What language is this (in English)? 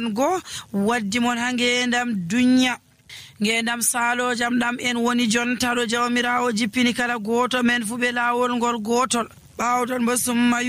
Nigerian Fulfulde